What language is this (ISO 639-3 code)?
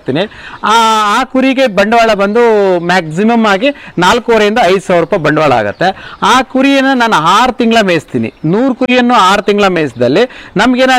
kan